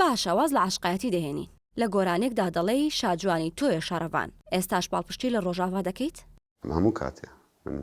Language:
Central Kurdish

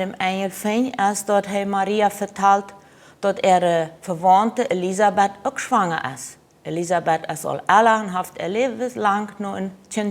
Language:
Plautdietsch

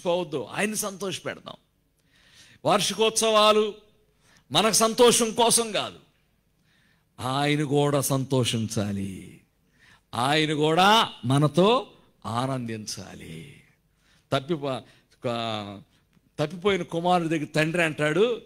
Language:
Telugu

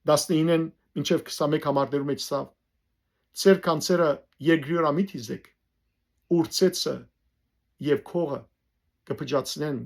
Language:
Western Armenian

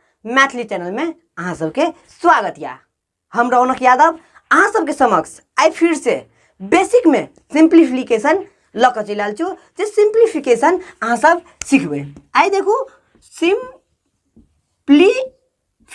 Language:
Maithili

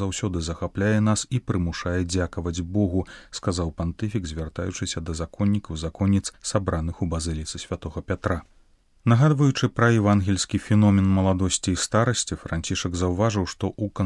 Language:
Belarusian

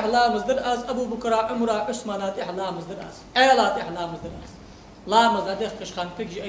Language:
Ingush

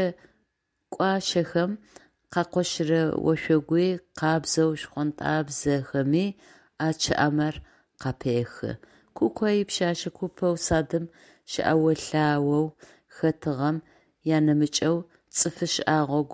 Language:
Adyghe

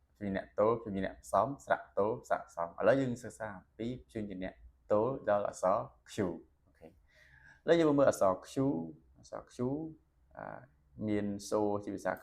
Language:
Khmer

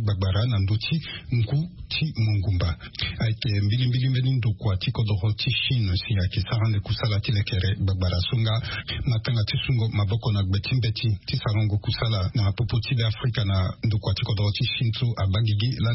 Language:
Sango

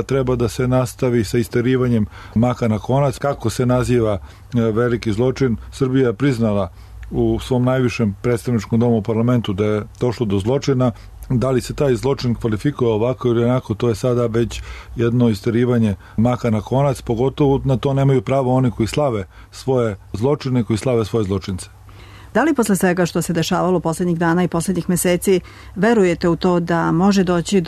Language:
Serbian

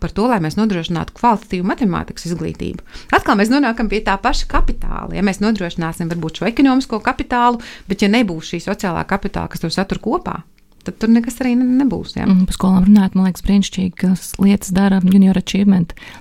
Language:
Latvian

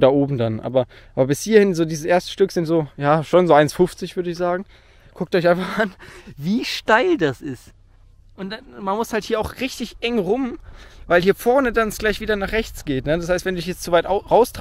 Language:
German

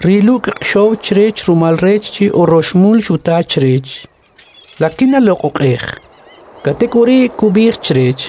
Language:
Kʼicheʼ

